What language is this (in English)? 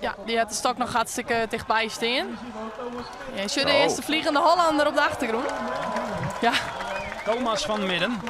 Western Frisian